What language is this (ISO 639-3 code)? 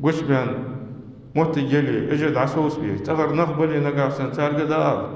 inh